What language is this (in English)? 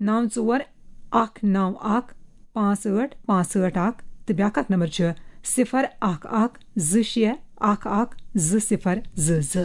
Kashmiri